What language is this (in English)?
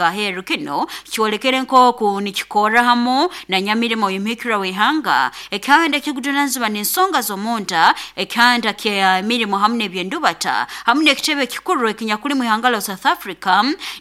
Nyoro